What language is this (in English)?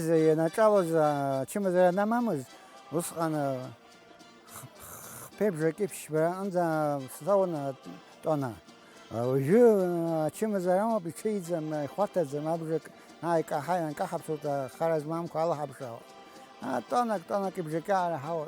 Abkhazian